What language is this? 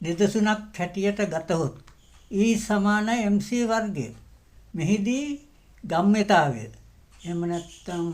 Sinhala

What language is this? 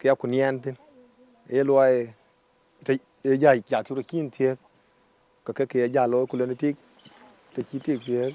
Dinka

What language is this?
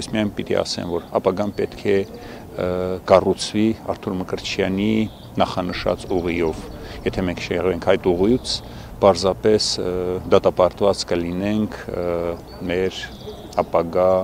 Armenian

